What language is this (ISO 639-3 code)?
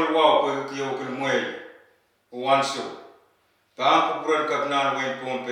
pon